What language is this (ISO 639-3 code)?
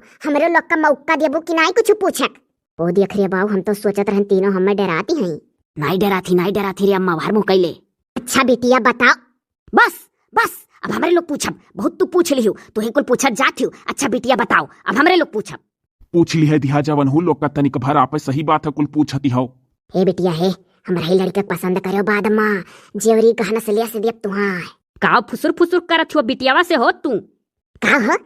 awa